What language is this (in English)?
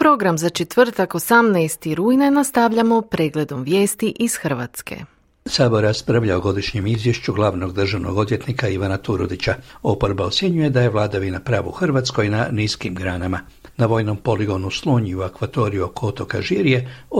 Croatian